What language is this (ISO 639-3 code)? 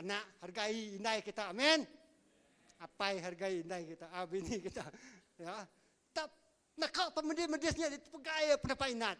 iba